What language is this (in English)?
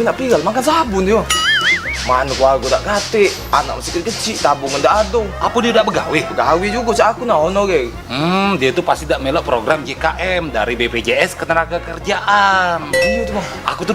Musi